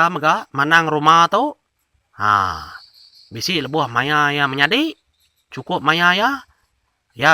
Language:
Iban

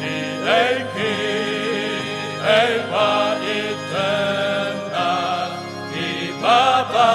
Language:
Khasi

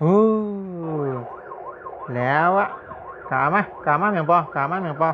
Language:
Shan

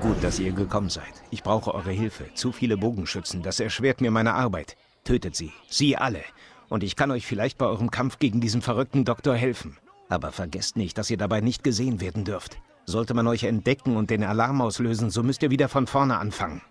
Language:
Bavarian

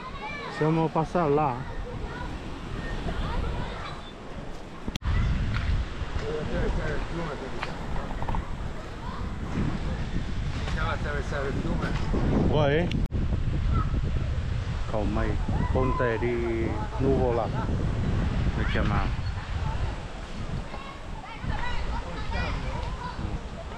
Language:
Vietnamese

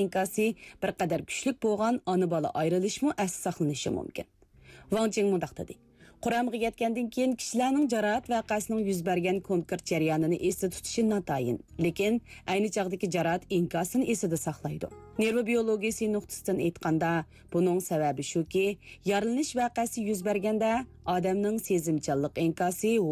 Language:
Uyghur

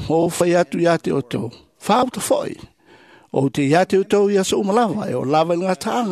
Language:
Samoan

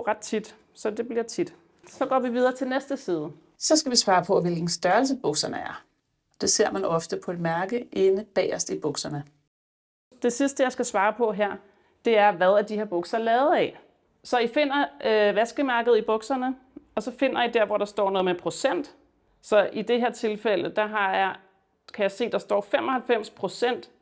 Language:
Danish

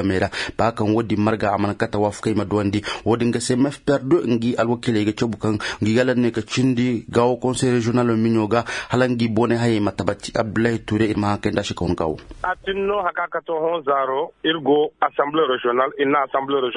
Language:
Koyraboro Senni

